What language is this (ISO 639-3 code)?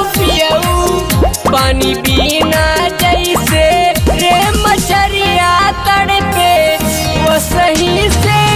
bho